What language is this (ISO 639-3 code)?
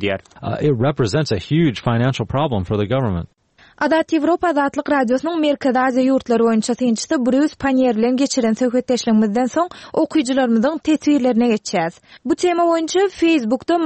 tuk